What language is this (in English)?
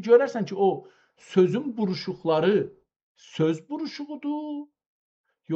South Azerbaijani